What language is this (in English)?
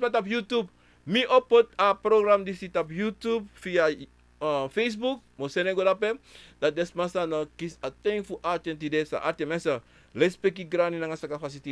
Sranan Tongo